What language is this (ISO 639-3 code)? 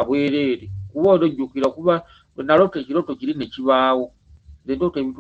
lug